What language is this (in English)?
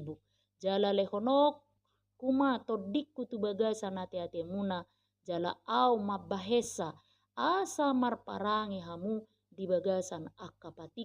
Batak Toba